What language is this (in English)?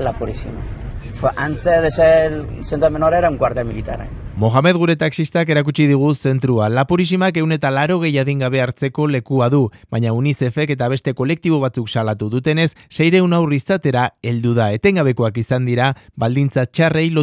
Basque